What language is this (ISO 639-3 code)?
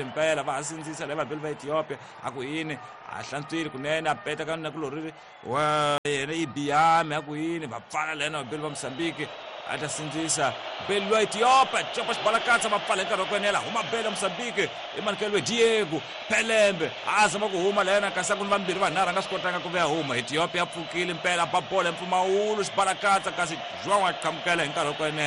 tso